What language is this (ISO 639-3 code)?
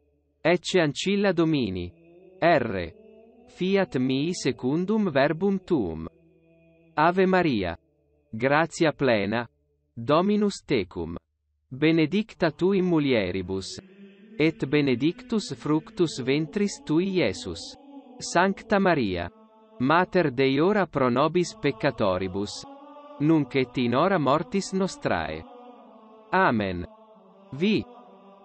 lat